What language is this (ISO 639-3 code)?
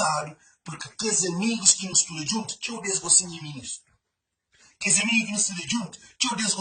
kea